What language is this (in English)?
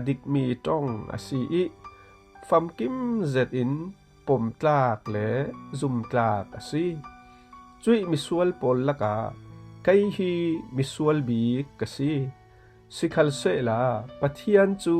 Falam Chin